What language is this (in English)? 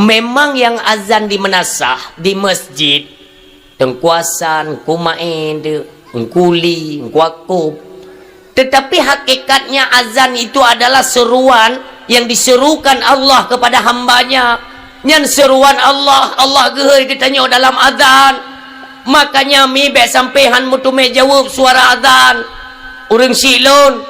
Achinese